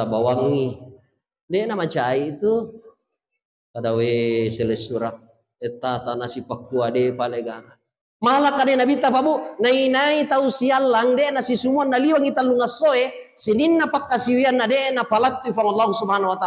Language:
Buginese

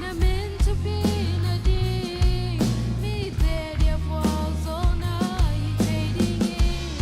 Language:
Tedim Chin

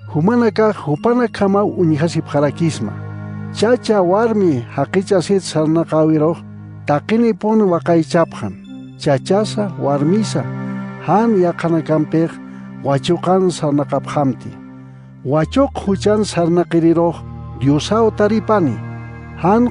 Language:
Aymara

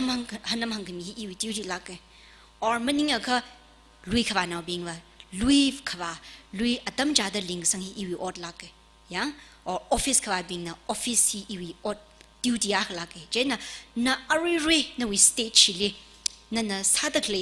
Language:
Tangkhul Naga (India)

